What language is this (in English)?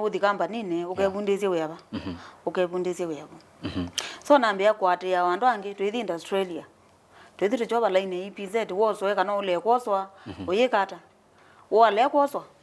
Kamba